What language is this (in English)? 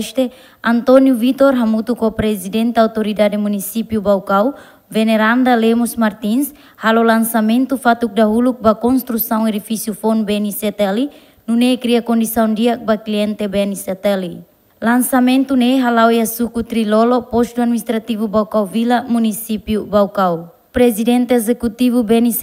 Tetum